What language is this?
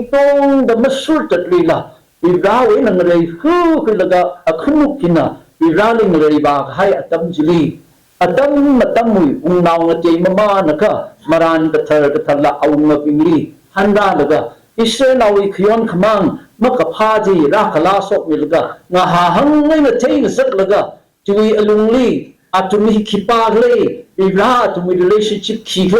Tangkhul Naga (India)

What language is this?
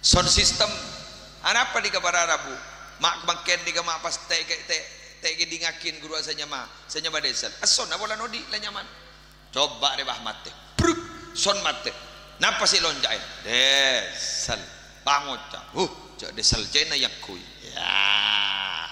Madurese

